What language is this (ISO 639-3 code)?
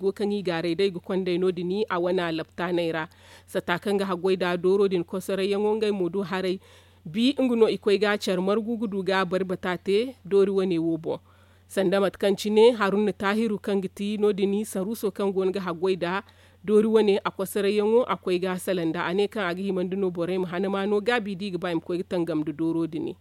dje